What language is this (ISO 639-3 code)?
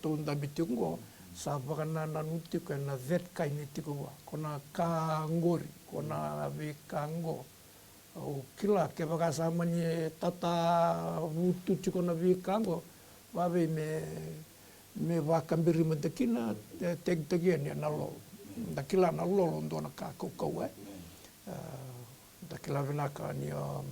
fij